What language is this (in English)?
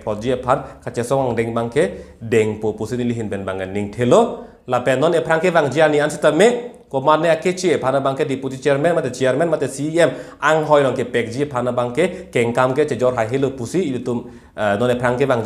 Karbi